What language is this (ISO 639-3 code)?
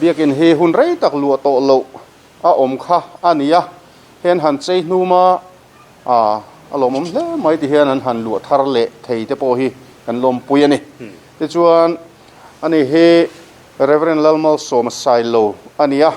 lus